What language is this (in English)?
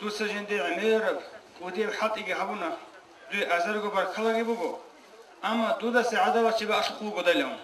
Avaric